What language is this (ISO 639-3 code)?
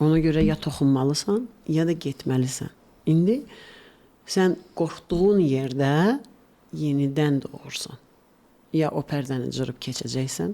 aze